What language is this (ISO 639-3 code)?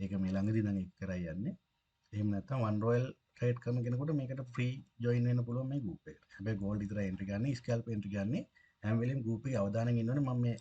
sin